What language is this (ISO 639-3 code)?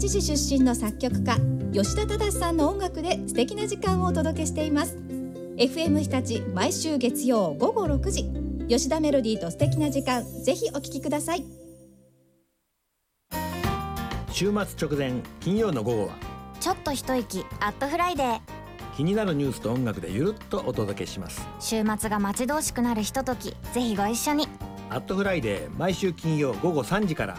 jpn